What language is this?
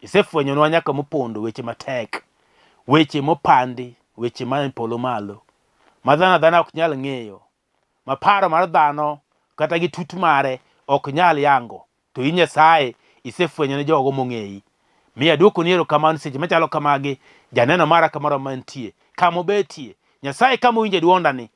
Luo (Kenya and Tanzania)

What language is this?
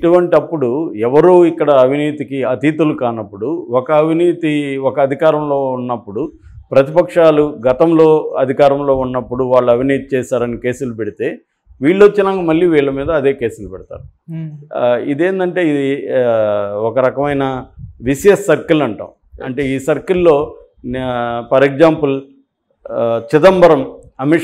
Telugu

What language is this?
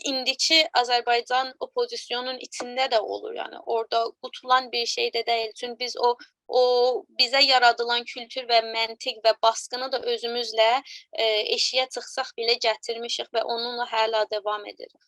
South Azerbaijani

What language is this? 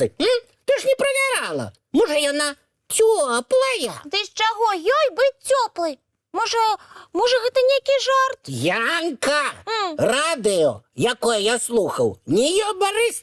Belarusian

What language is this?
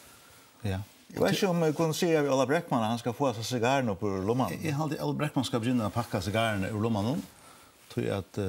Faroese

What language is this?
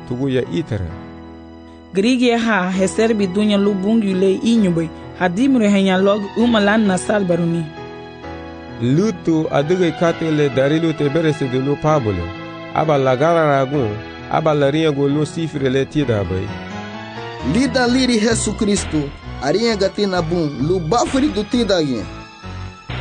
Garifuna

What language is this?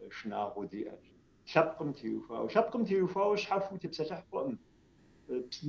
Kabardian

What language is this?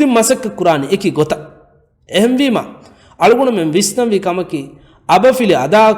Divehi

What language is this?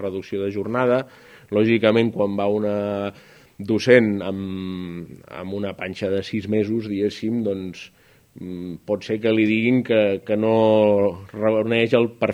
Catalan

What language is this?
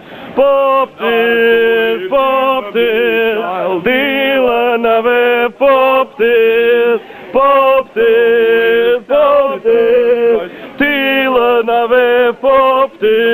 Welsh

